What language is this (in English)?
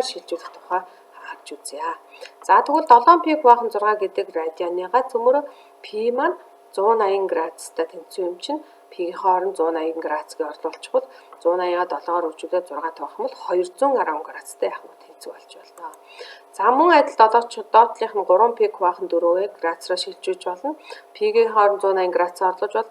Mongolian